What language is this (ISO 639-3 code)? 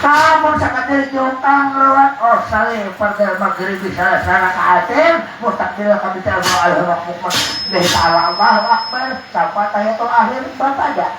bjn